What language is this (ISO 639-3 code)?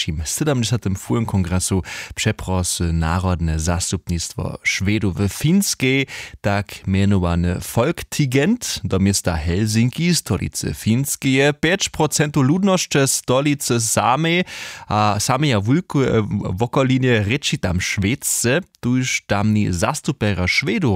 hsb